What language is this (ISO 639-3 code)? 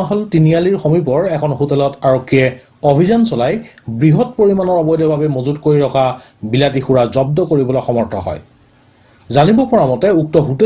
asm